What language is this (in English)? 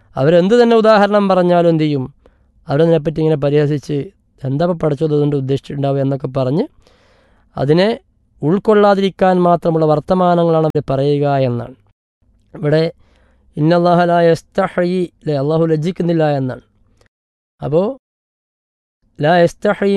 Malayalam